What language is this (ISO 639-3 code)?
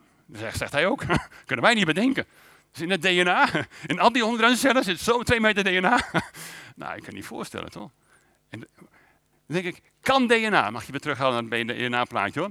nld